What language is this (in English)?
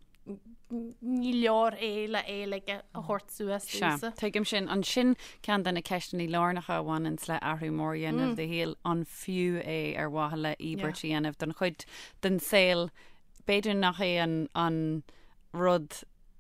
Irish